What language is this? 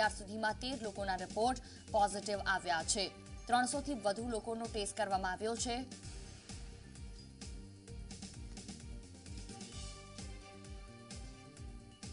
Gujarati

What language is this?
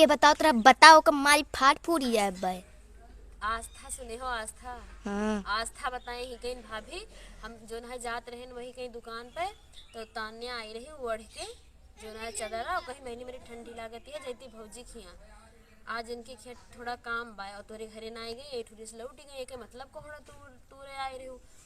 Awadhi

